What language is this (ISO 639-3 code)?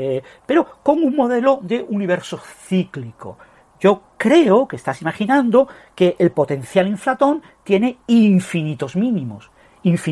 spa